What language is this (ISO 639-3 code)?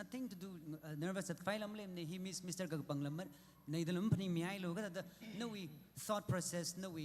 nmf